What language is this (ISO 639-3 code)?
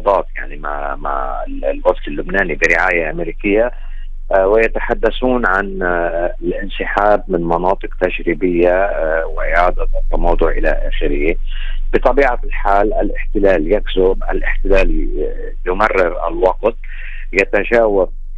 ara